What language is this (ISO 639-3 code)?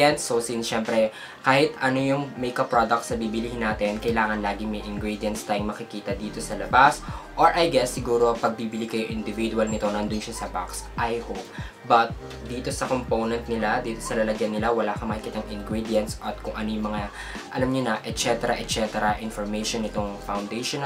fil